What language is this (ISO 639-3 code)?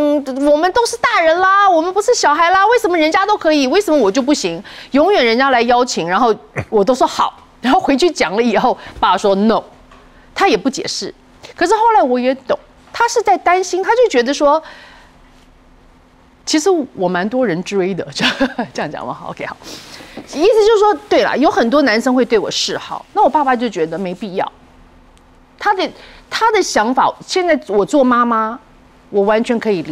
zho